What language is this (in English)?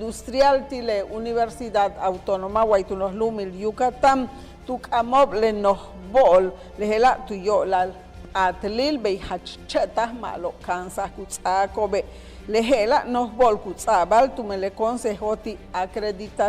Yucateco